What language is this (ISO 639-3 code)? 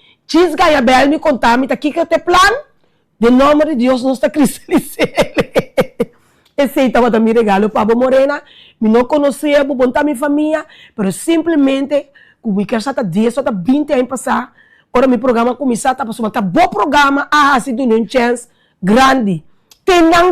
pap